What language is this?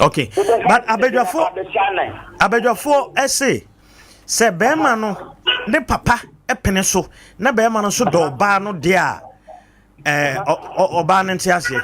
Akan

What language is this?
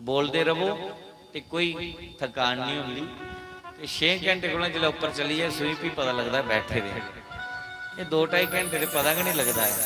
Dogri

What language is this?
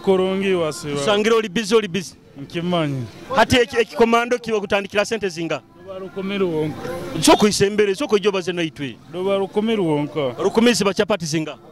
Nyoro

